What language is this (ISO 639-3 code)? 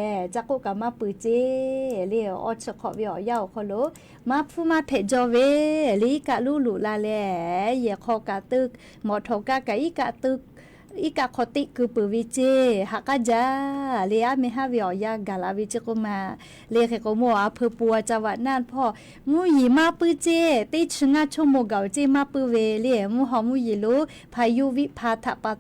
lhu